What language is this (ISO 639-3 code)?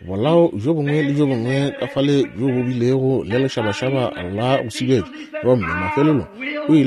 nso